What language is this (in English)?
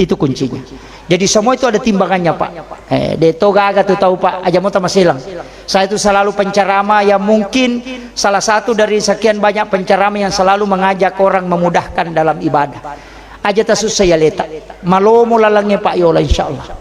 Buginese